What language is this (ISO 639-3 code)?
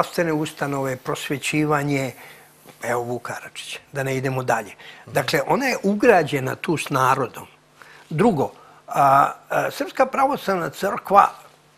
srp